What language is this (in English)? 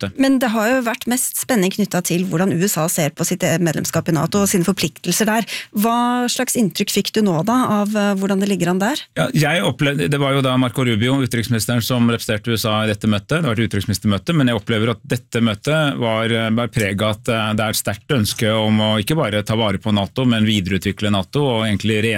Norwegian